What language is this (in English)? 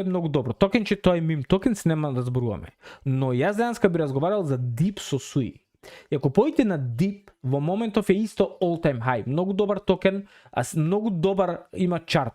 Macedonian